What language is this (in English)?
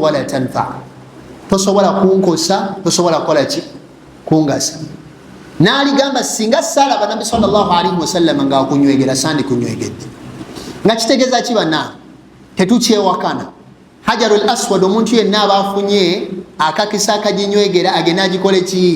Ganda